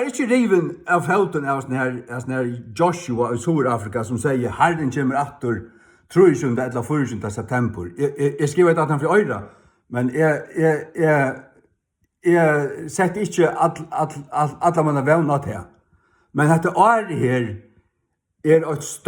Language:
Faroese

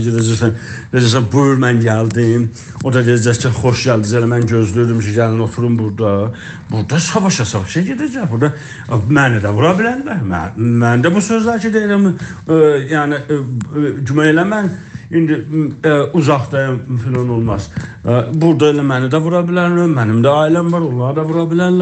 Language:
South Azerbaijani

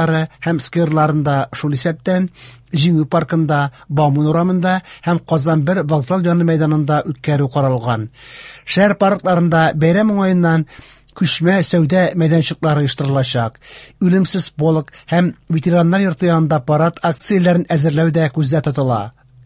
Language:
Tatar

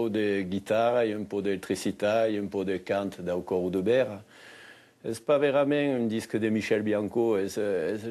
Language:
Occitan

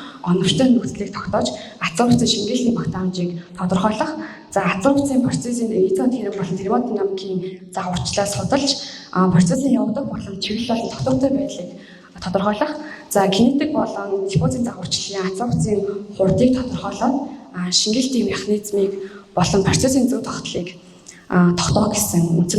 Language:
Mongolian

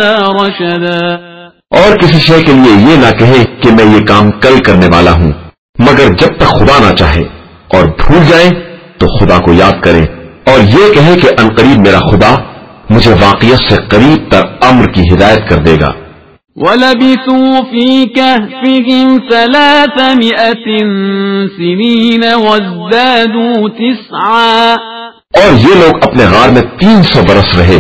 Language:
Urdu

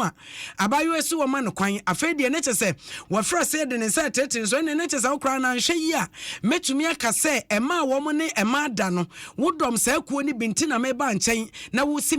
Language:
Akan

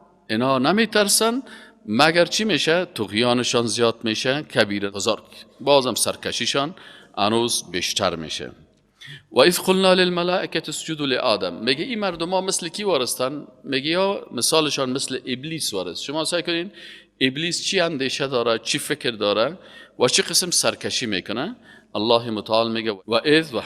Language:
Persian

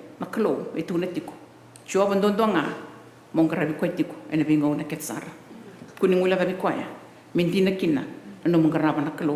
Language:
Fijian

